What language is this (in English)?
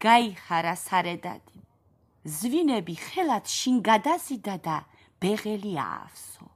Georgian